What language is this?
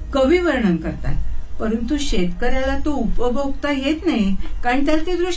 Marathi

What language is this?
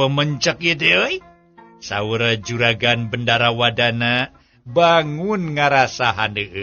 Sundanese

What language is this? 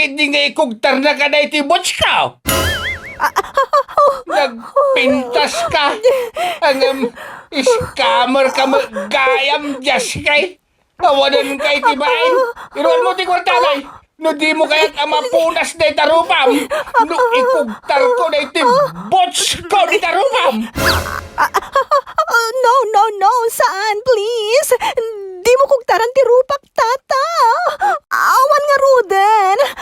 Iloko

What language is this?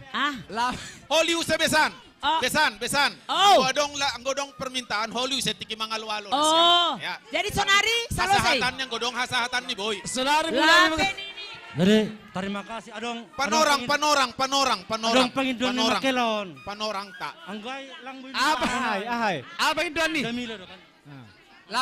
Batak Simalungun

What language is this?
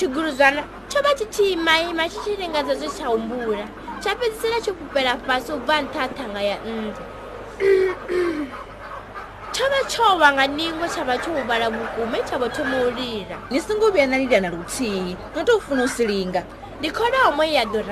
Venda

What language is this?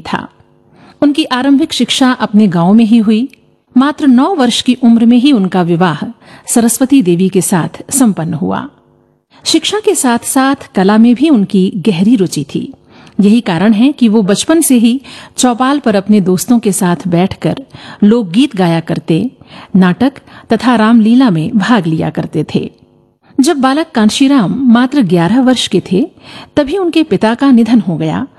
Hindi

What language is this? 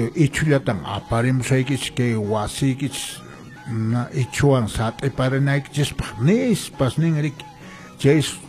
Quechua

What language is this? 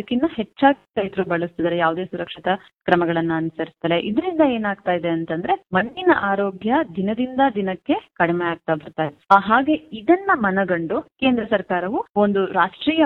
Kannada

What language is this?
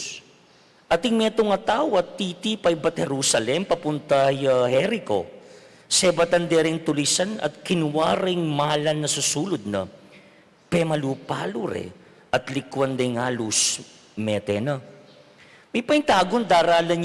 Pampanga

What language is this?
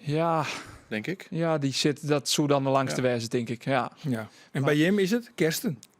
Western Frisian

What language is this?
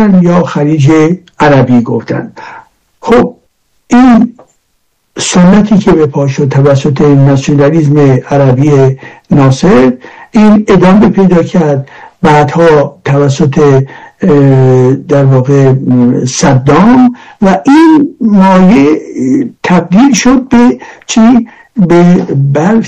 Persian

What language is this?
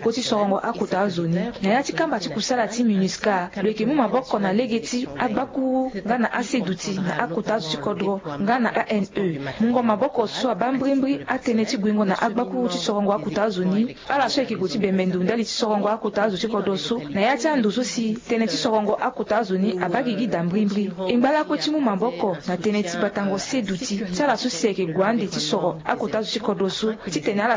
Sango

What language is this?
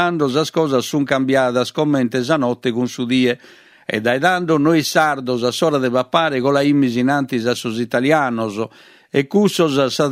Sardinian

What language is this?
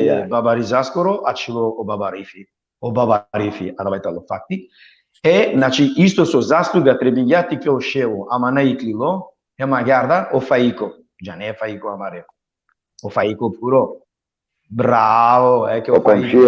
Balkan Romani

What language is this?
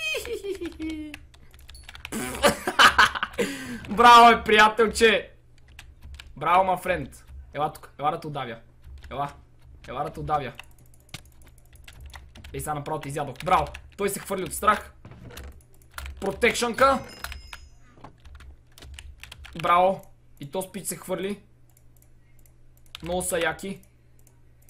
Bulgarian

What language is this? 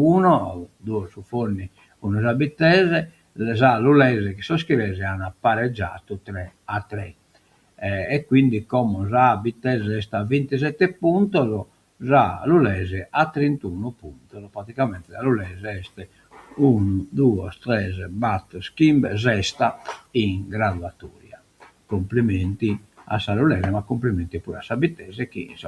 Sardinian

